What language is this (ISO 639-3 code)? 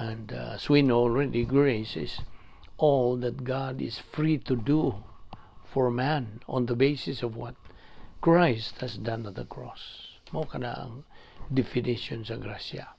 ceb